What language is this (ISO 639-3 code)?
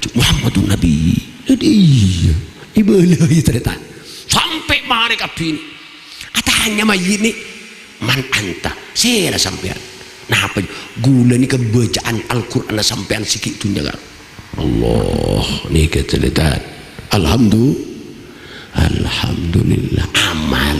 mad